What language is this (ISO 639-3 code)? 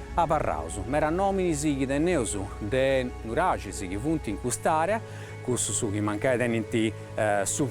srd